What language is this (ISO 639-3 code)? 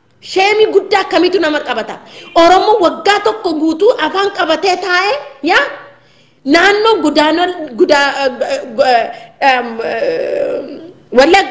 orm